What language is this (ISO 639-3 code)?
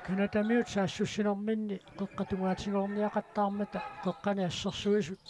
kal